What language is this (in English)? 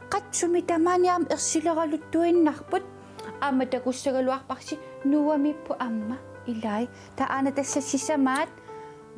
Kalaallisut